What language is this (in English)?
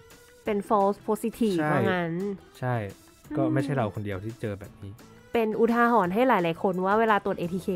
Thai